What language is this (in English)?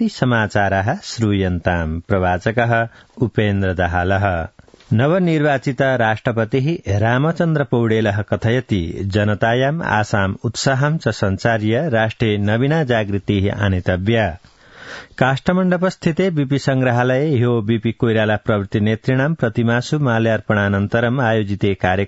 Sanskrit